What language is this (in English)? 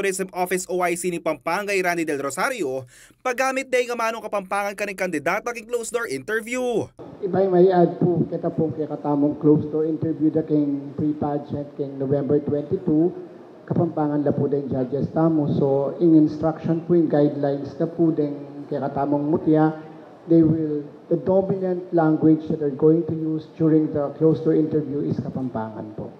Pampanga